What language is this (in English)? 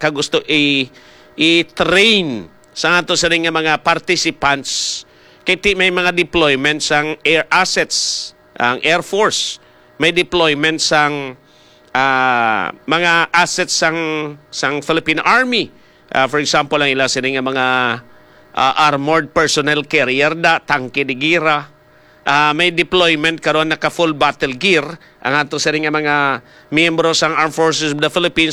Hiligaynon